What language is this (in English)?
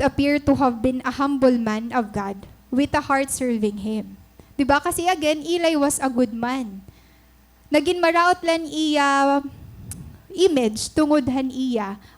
Waray